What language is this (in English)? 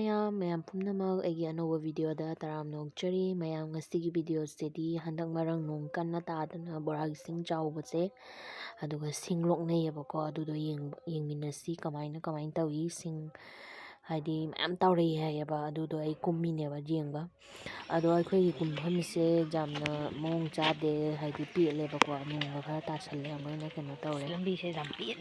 Manipuri